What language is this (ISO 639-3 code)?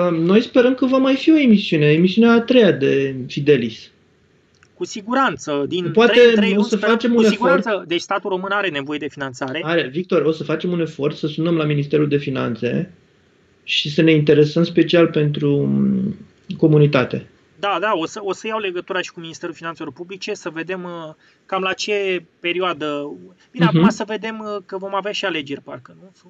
ron